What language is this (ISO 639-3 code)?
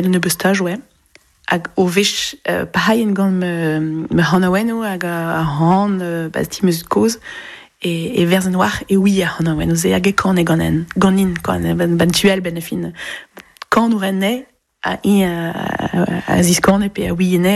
bre